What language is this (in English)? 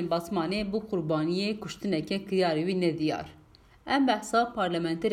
Kurdish